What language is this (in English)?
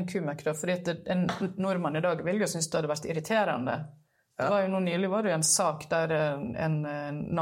Norwegian